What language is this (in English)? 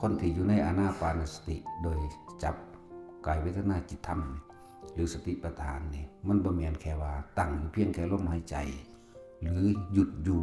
Northeastern Thai